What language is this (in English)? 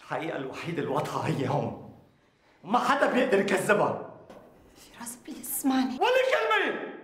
North Levantine Arabic